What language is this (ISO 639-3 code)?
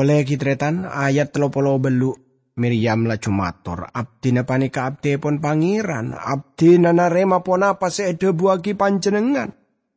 mad